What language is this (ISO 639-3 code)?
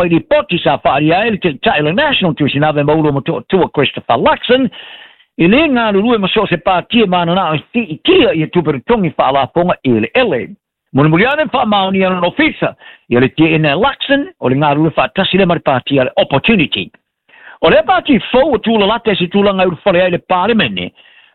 smo